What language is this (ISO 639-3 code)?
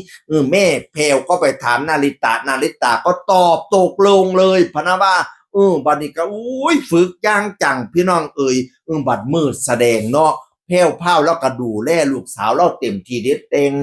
tts